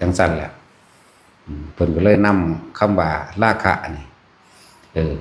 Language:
Northeastern Thai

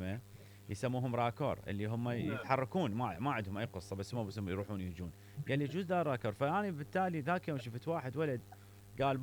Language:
Mesopotamian Arabic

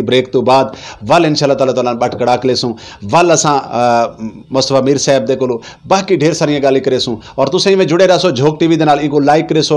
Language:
Saraiki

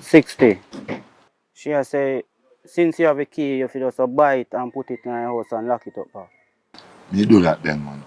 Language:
Jamaican Creole English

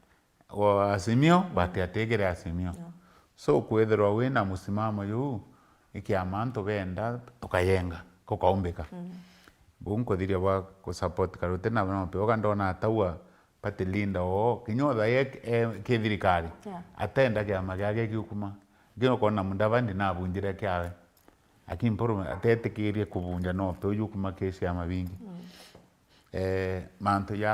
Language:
Meru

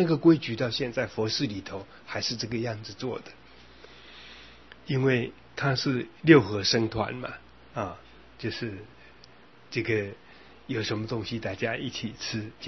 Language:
Chinese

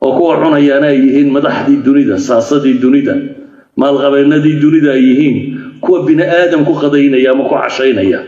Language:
Somali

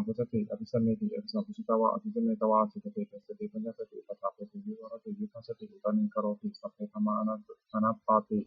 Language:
Pali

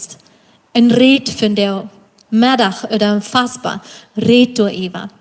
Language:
Plautdietsch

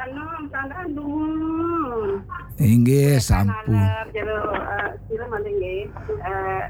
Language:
Balinese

